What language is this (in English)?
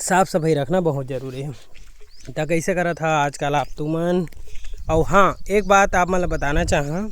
Chhattisgarhi